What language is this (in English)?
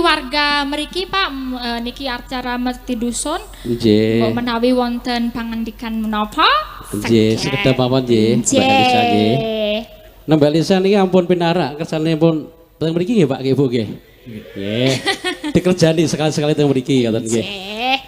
Javanese